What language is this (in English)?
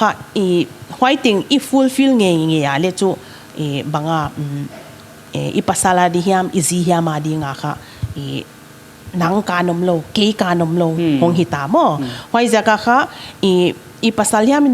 Paite Chin